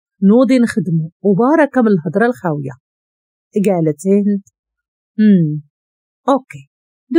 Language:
Moroccan Arabic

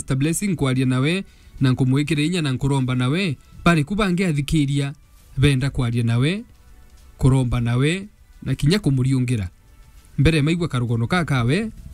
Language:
Meru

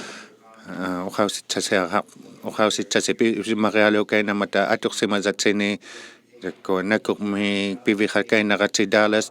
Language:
Inuktitut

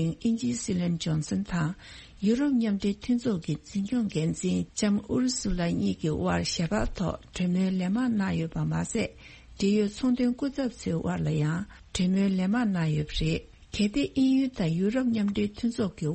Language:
Tibetan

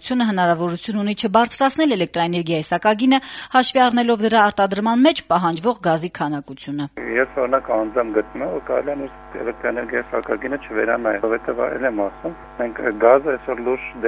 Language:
Armenian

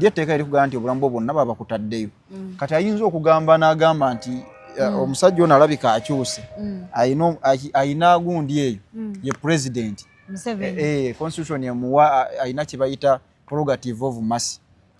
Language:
Ganda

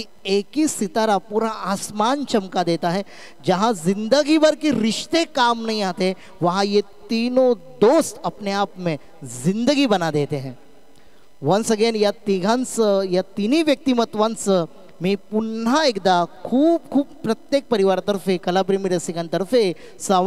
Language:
Marathi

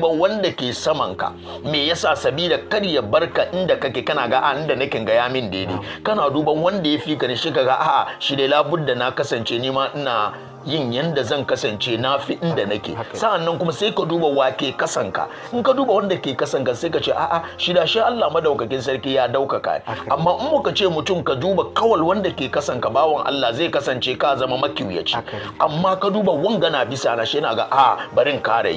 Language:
Hausa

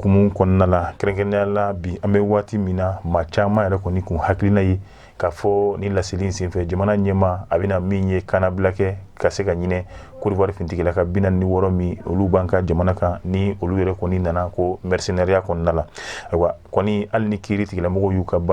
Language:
Bambara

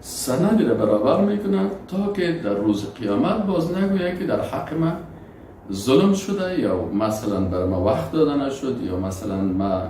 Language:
Persian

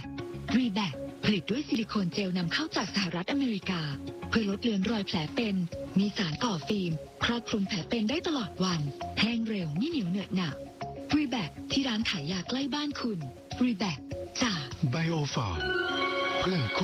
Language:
Thai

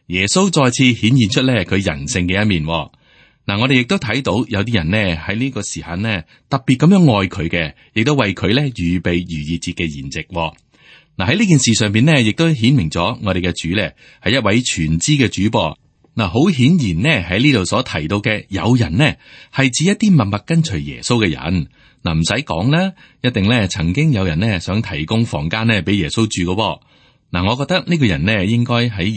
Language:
Cantonese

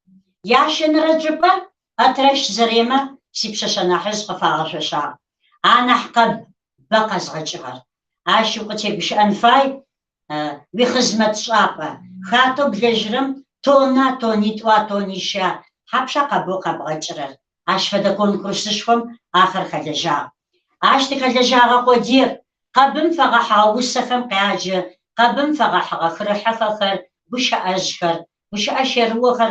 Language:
Kabardian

